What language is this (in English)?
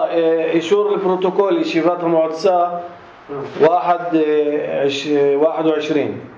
North Levantine Arabic